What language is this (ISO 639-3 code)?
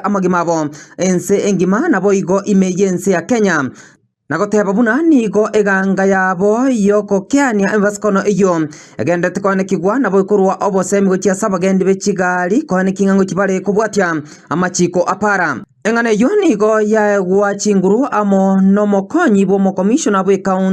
guz